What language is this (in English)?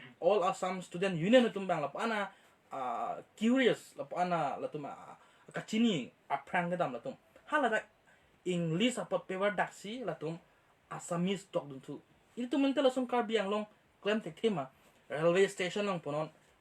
Karbi